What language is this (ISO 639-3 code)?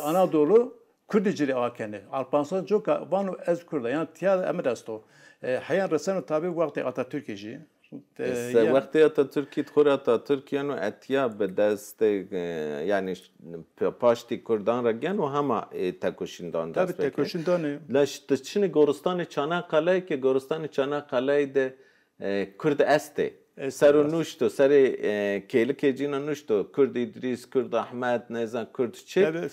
zza